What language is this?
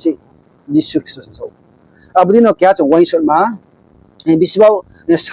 Riang (India)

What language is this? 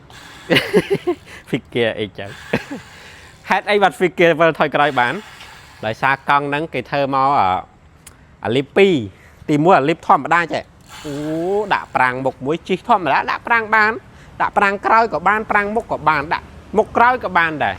Khmer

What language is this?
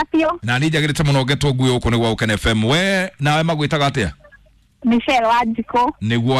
Kikuyu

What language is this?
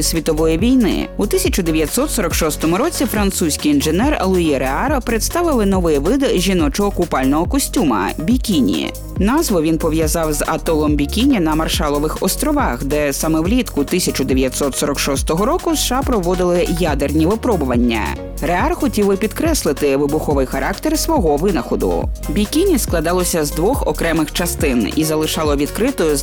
Ukrainian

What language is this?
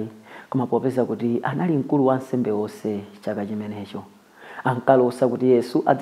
Nyanja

